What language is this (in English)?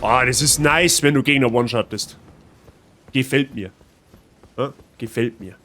Bavarian